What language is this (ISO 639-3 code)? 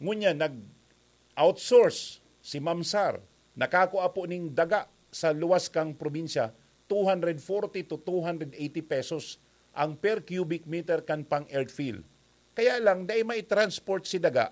bik